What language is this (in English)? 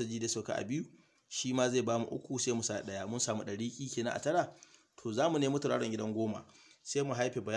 Hausa